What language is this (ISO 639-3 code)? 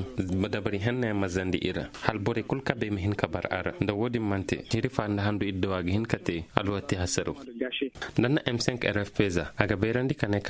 ses